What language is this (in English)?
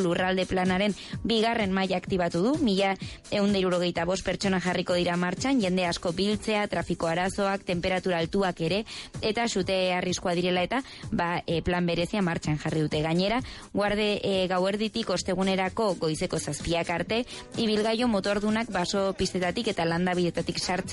Basque